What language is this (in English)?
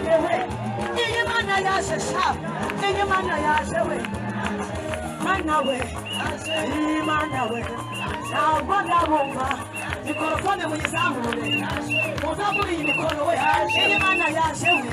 Kinyarwanda